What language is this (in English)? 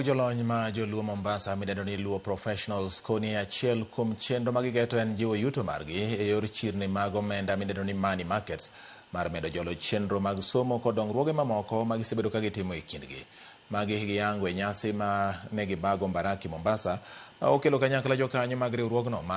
Luo (Kenya and Tanzania)